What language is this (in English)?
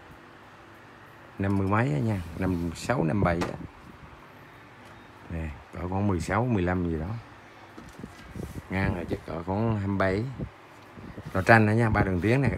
Vietnamese